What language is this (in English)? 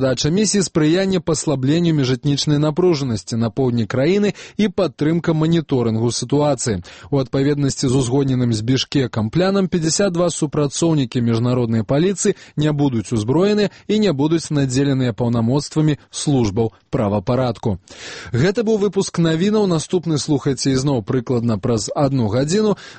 Belarusian